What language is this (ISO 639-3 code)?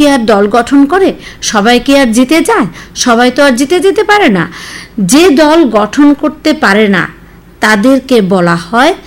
ben